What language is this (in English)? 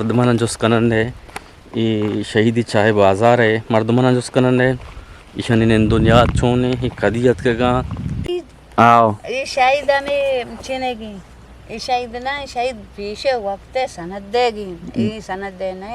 Eastern Balochi